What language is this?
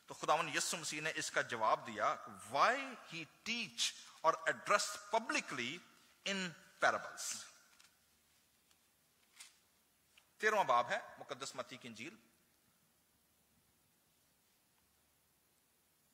Urdu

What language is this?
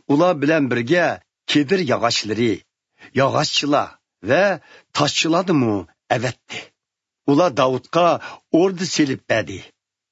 Uyghur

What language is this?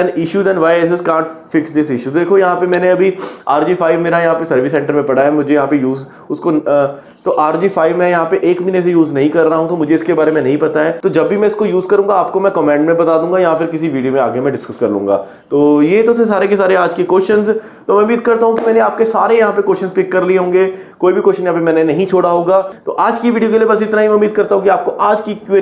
Hindi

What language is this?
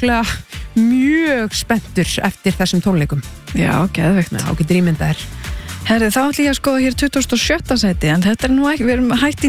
Icelandic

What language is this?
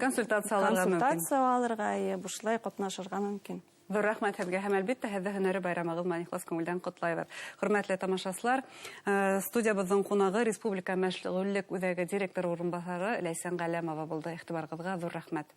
Bashkir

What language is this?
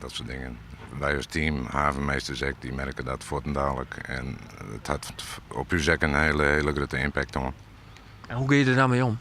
Western Frisian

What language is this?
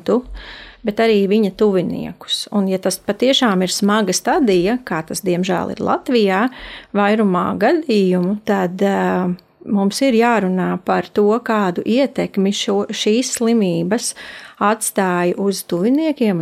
Latvian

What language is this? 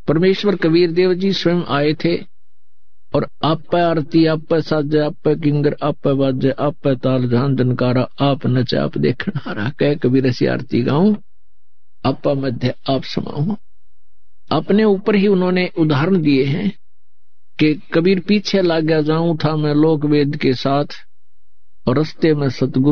Hindi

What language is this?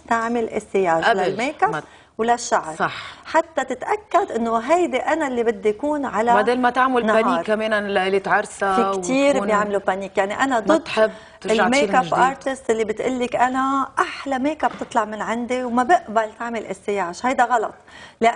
North Levantine Arabic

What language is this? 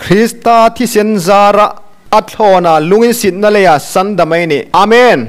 Hmar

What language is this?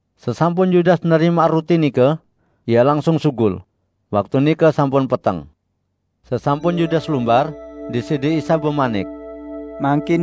Sasak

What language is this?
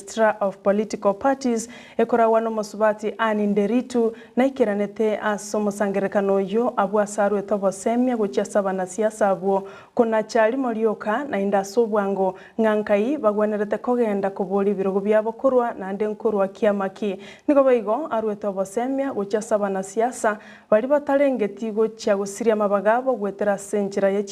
Gusii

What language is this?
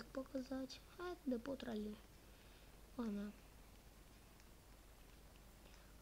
Russian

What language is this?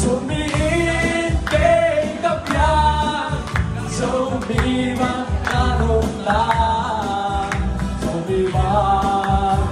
Tedim Chin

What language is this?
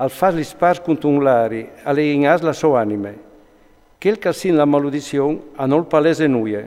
Friulian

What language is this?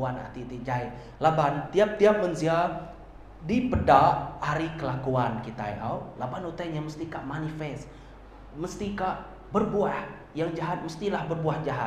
Iban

